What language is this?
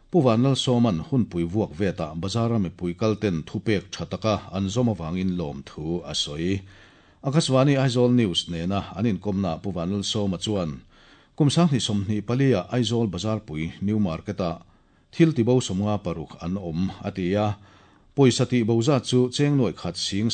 Mizo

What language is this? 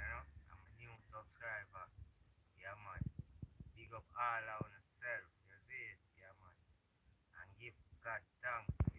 Jamaican Creole English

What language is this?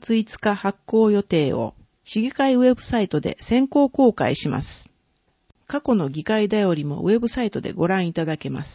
Japanese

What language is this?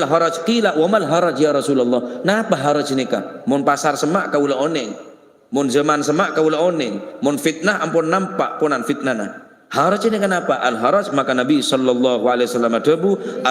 Madurese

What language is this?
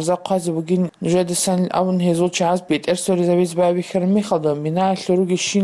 Avaric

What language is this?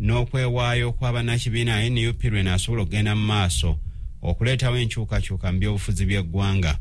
Ganda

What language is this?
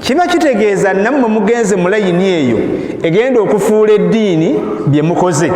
Ganda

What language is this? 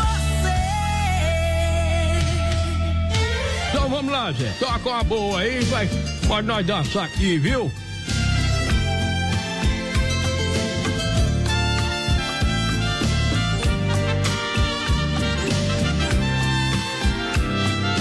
Portuguese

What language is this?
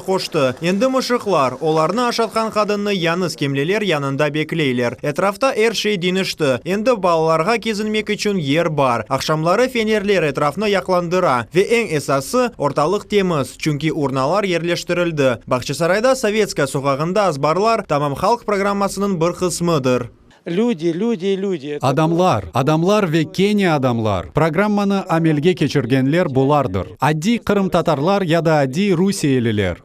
Crimean Tatar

